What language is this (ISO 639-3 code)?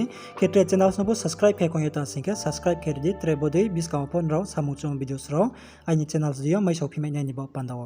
ria